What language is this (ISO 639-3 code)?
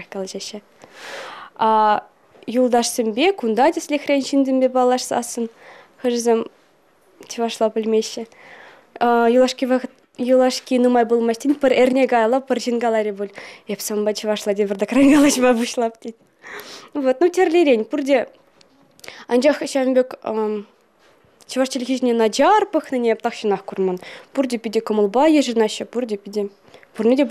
chv